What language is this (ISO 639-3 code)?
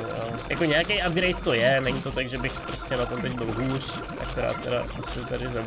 ces